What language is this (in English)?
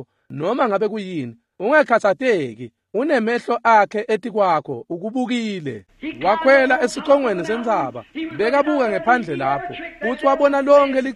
Swati